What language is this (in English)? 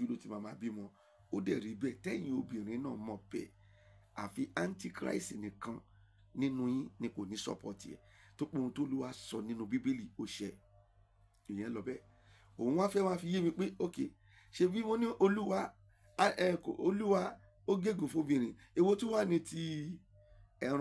Yoruba